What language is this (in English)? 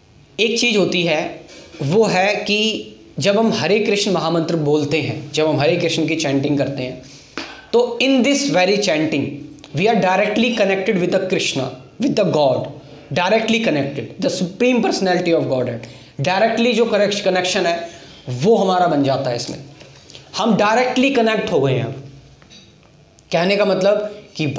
Hindi